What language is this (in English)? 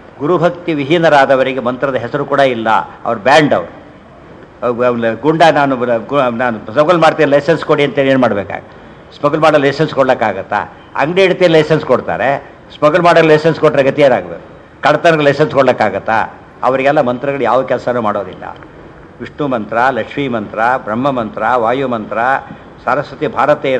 Kannada